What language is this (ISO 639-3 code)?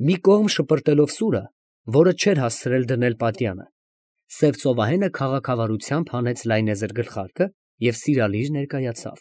hye